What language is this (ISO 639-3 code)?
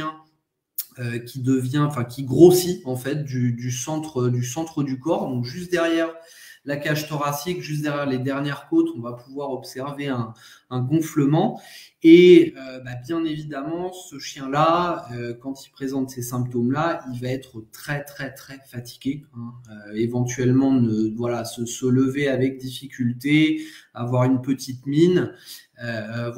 fra